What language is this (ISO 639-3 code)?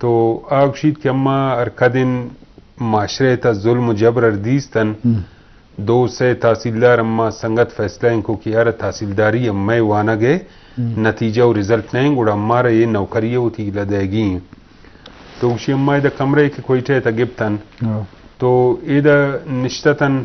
bgp